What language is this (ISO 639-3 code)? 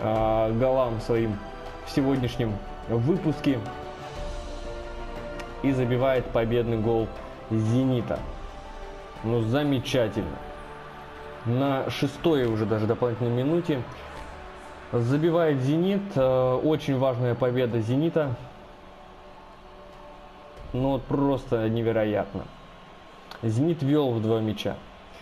rus